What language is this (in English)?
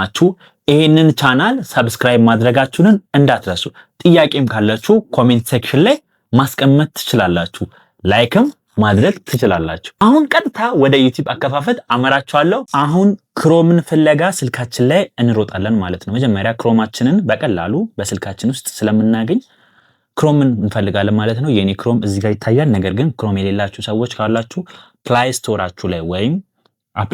Amharic